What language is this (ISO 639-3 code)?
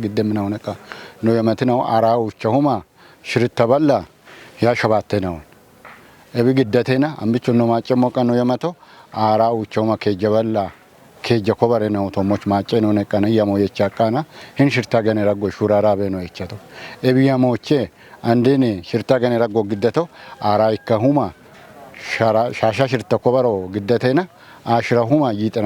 kbr